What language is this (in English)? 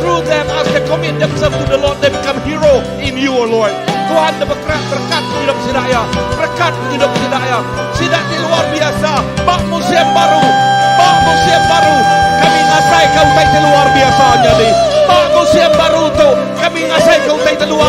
Iban